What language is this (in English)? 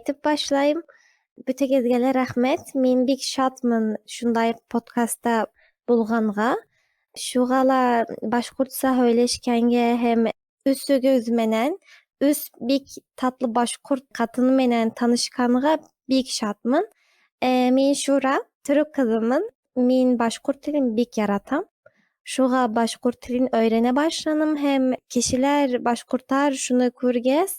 Bashkir